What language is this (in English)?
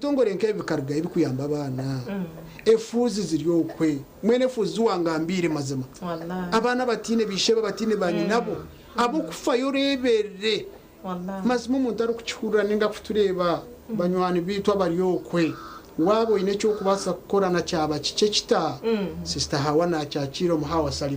Nyankole